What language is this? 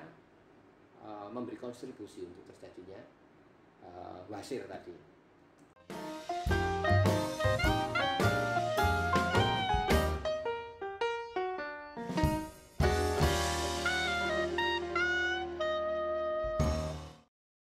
Indonesian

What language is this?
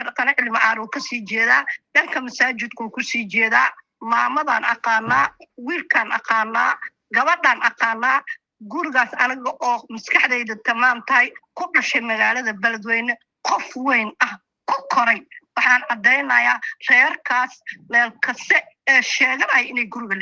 Somali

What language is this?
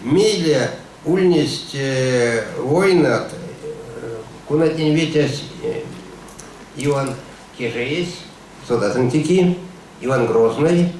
Erzya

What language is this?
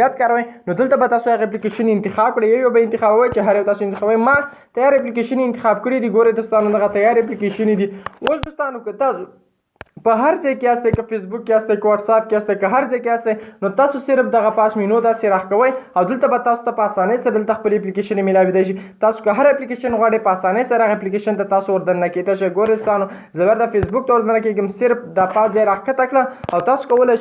Pashto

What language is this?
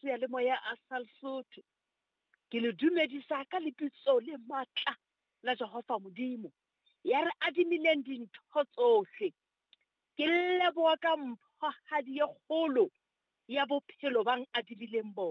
Southern Sotho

